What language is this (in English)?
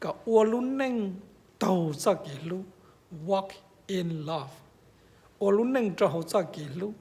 Hmong